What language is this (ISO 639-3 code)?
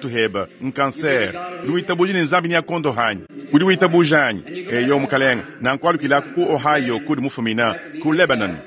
lua